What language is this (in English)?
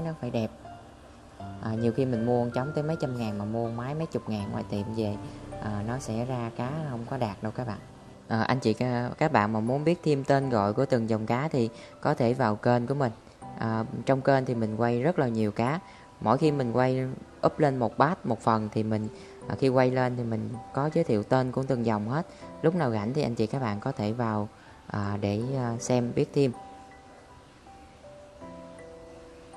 Vietnamese